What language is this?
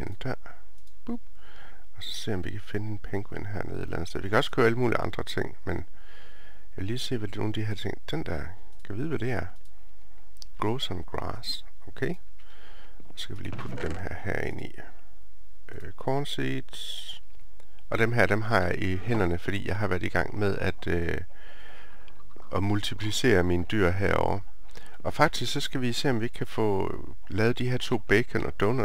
Danish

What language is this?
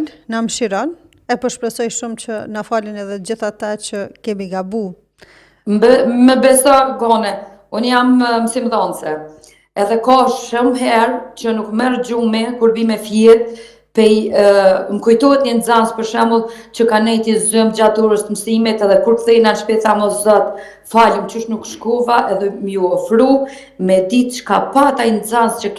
Albanian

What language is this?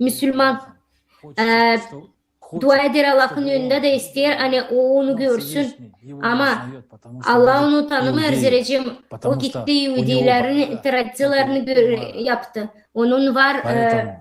Gagauz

